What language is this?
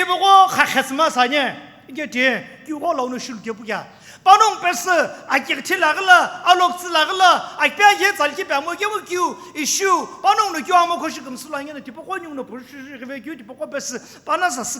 Sumi Naga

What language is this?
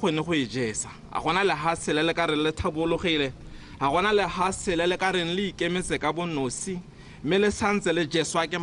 Tswana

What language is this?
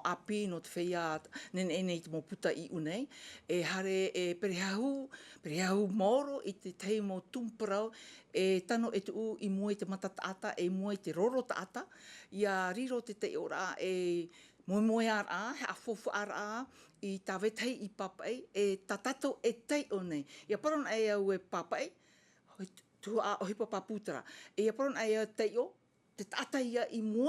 Tahitian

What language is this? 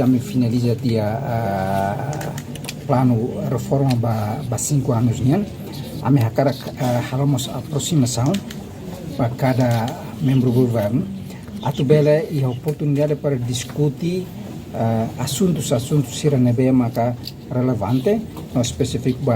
Tetum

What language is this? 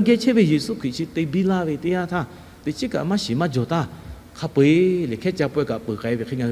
Lahu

